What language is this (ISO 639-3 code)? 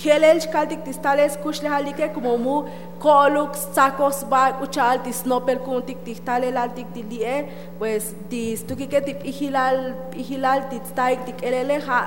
tzo